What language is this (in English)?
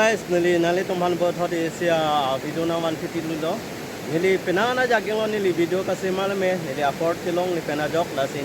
Karbi